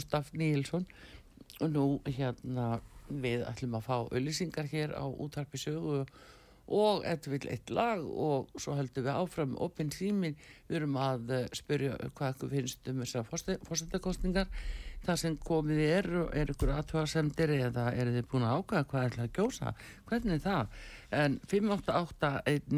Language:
Icelandic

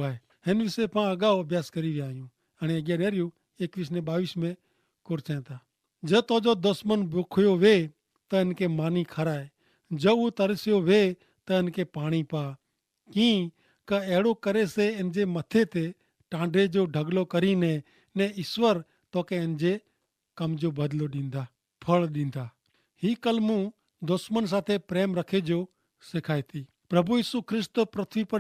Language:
Kachhi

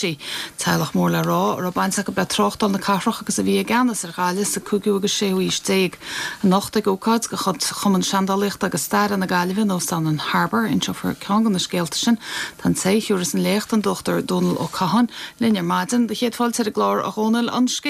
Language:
Irish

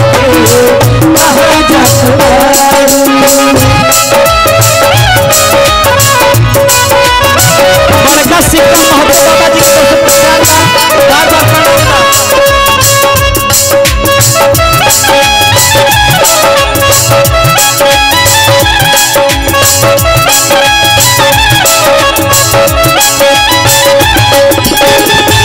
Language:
Bhojpuri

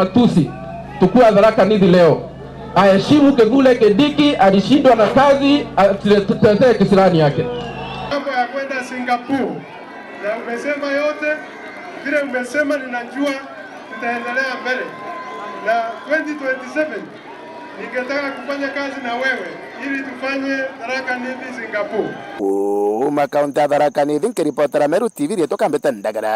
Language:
Meru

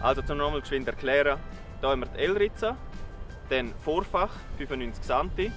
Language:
Swiss German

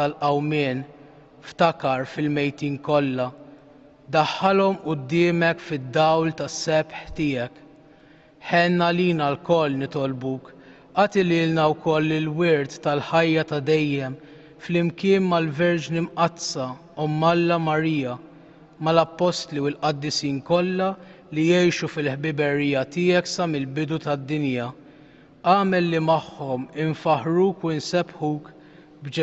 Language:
Maltese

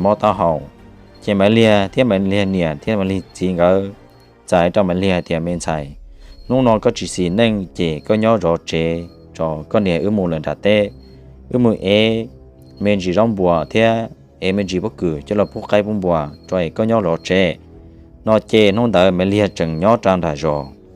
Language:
Hmong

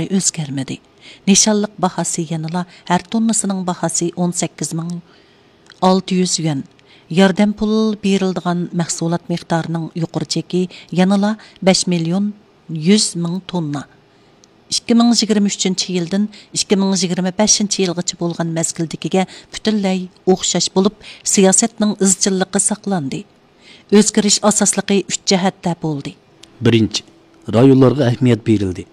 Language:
Uyghur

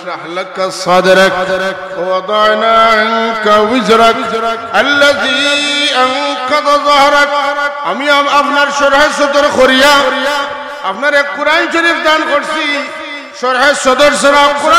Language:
Sylheti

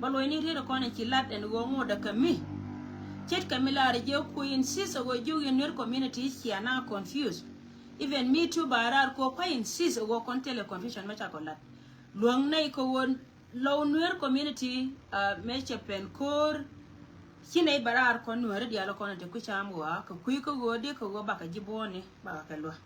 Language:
Nuer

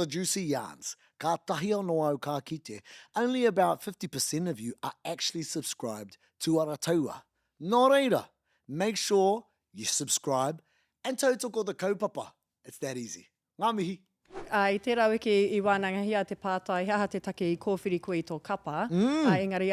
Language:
Māori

